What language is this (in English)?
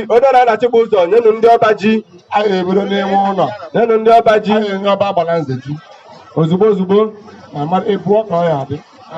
Igbo